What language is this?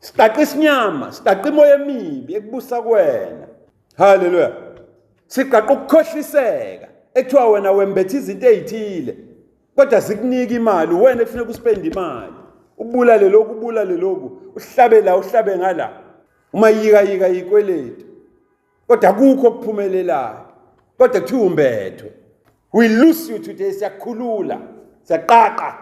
Zulu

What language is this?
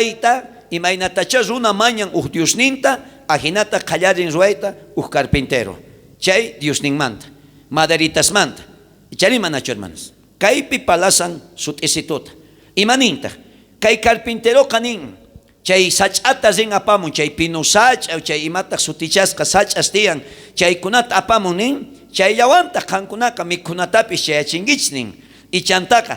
South Bolivian Quechua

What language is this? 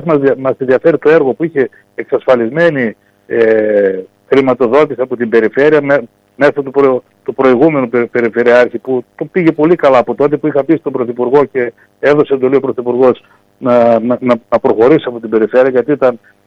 Greek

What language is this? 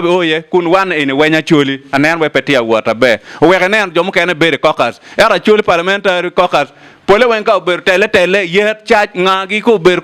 Acoli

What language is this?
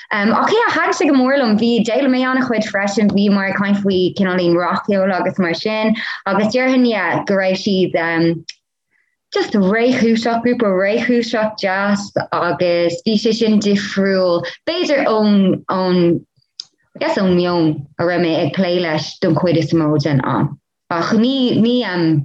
Irish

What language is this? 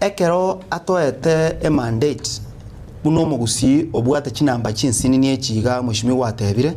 Gusii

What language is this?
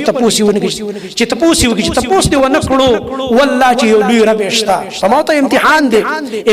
Pashto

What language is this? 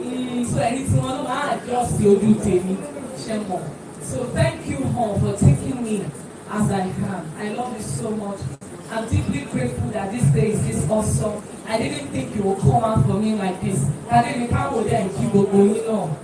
Yoruba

